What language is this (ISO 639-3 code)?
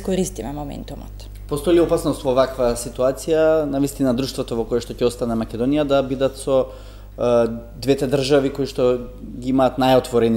mkd